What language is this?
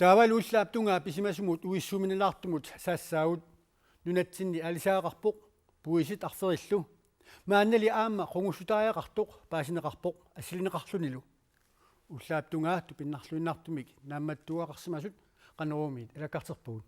Kalaallisut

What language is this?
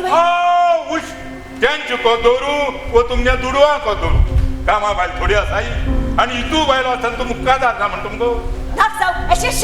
Konkani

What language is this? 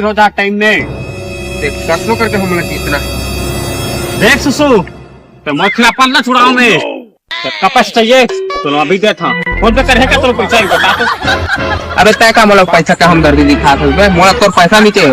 Chhattisgarhi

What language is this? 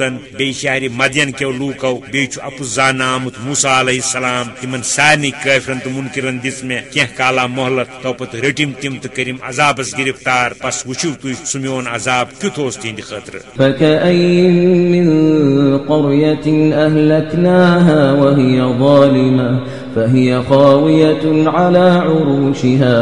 Kashmiri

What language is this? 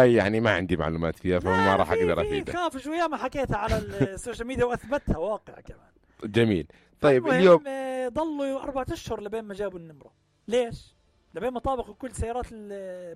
North Levantine Arabic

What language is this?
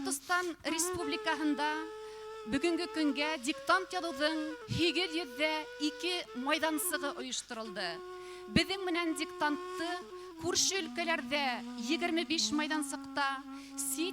Bashkir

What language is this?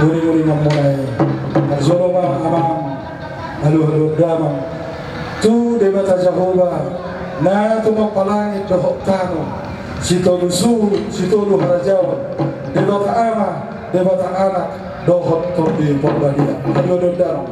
Batak Toba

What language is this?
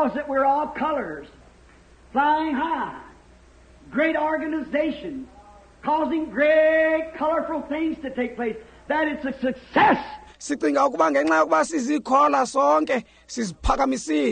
Xhosa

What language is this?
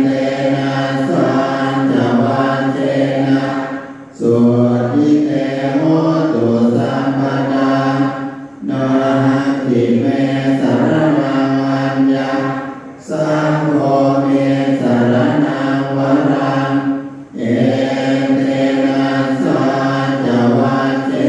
Pali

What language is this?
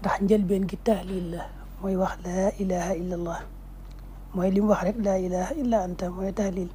Wolof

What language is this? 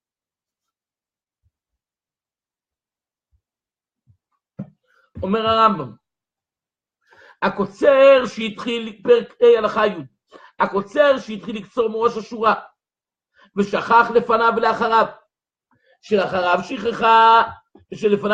Hebrew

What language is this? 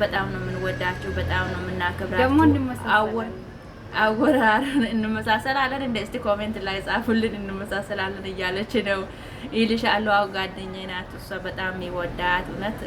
Amharic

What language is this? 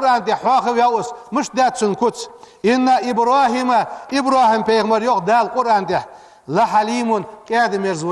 Ingush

